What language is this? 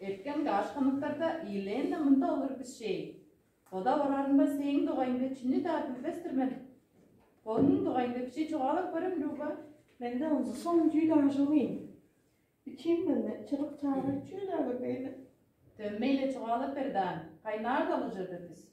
Tuvinian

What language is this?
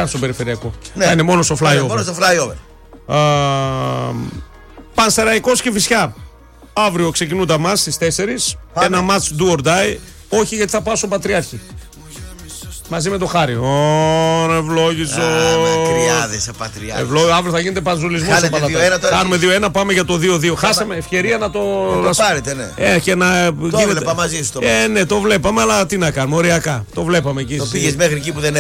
Greek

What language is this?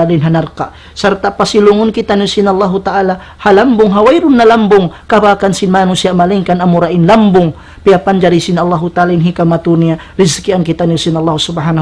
Tausug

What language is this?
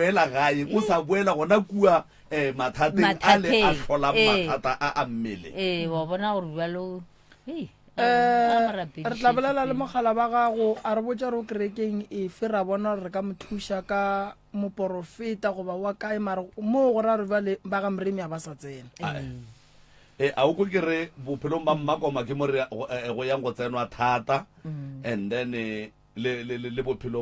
Northern Sotho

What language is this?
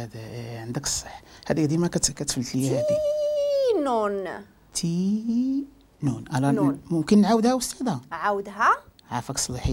Moroccan Arabic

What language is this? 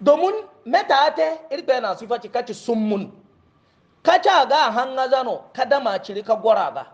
Hausa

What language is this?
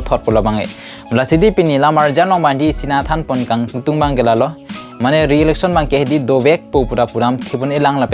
Karbi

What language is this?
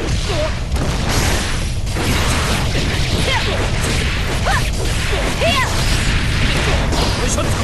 Japanese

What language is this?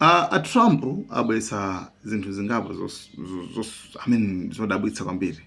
Nyanja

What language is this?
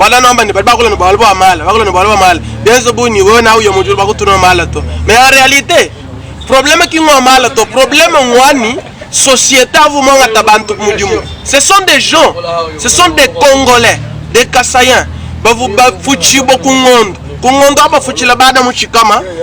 Luba-Lulua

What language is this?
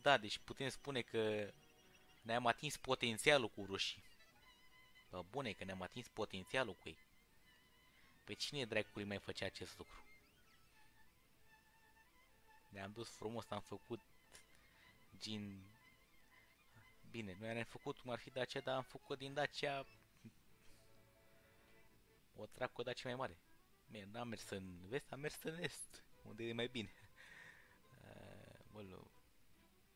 Romanian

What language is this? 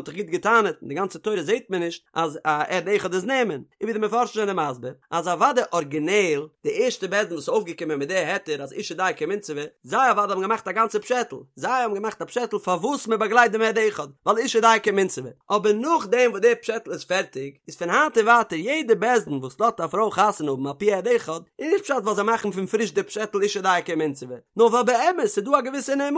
Yiddish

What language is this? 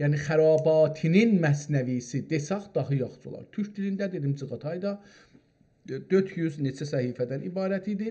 South Azerbaijani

